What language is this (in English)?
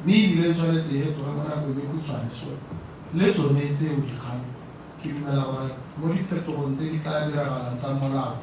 Tswana